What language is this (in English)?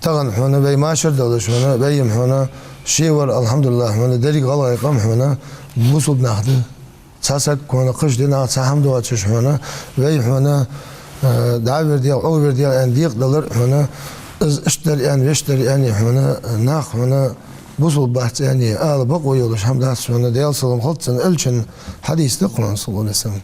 Ingush